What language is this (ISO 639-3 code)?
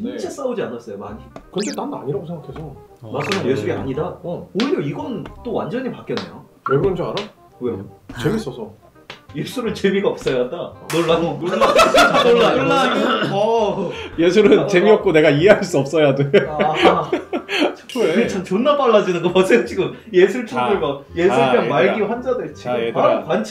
kor